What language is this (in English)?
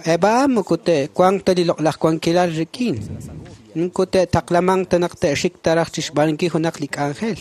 Kekchí